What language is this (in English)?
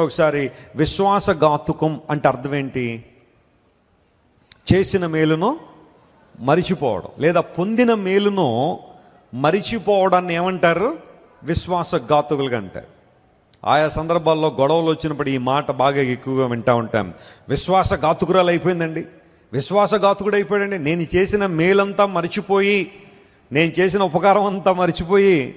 Telugu